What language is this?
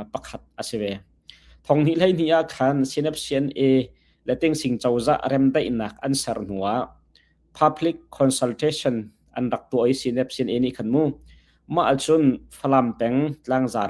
Hakha Chin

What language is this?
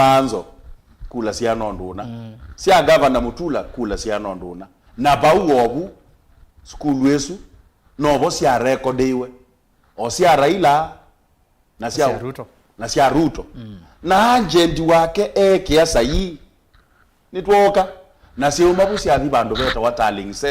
Kamba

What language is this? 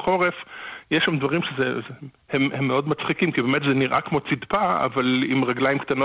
Hebrew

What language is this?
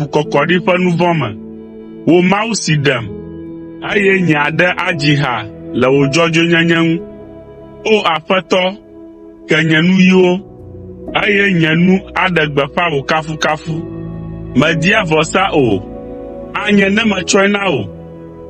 Ewe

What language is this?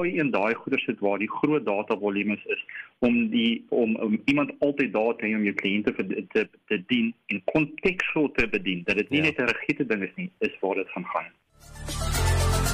Afrikaans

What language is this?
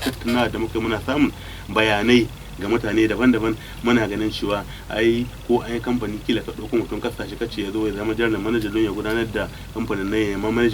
Hausa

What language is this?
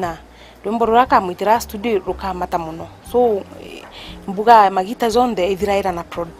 Meru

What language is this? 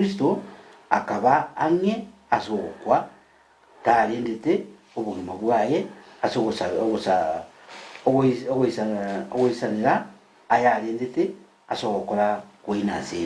Gusii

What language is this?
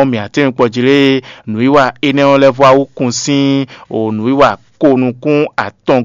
Fon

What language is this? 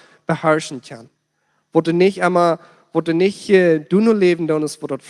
Plautdietsch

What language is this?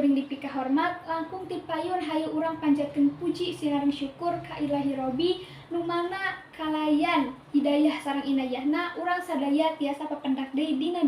Sundanese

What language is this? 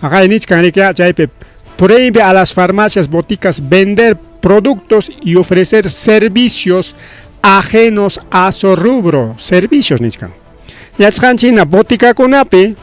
Ayacucho Quechua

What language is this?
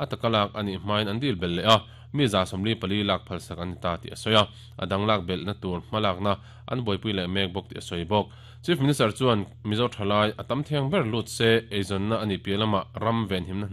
Mizo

